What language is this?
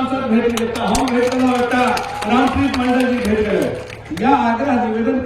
Maithili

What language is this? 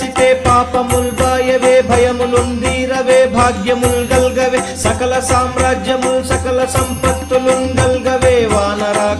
Telugu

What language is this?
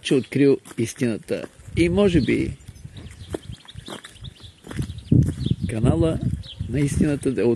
Bulgarian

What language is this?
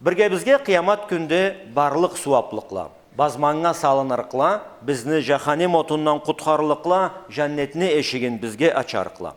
Karachay-Balkar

